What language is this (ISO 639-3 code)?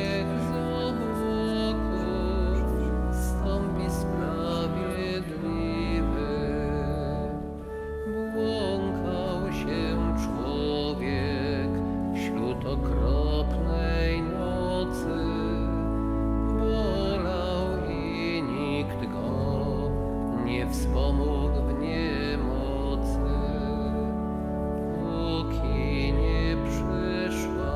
pol